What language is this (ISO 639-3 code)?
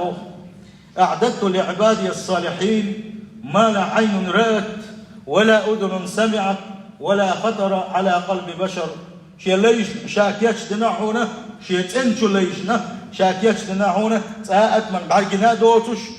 che